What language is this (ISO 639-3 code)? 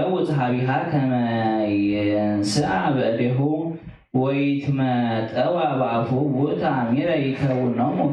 gez